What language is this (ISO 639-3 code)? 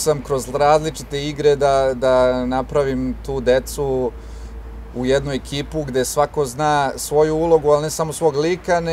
srp